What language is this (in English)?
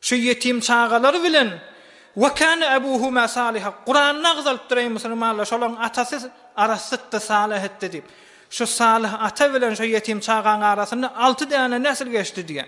Turkmen